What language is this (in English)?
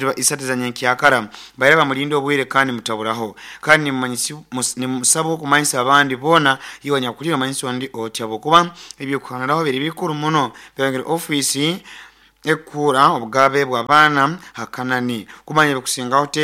Nyoro